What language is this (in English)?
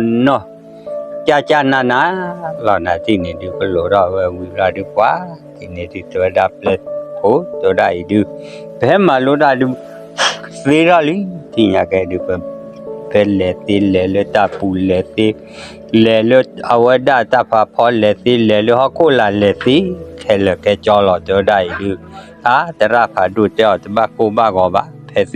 S'gaw Karen